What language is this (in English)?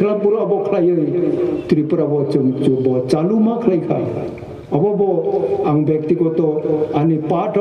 Kok Borok